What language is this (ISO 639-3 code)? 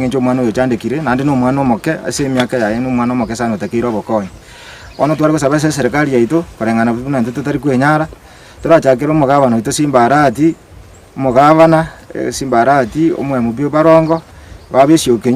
guz